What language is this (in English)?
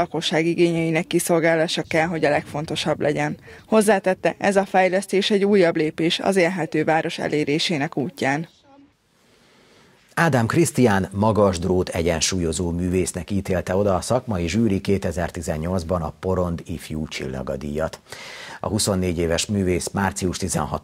Hungarian